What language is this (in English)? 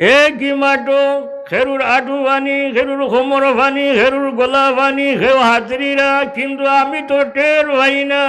Sylheti